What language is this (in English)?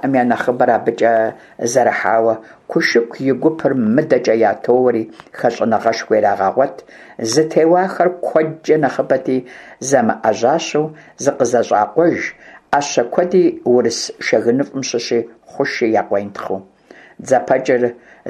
Kabardian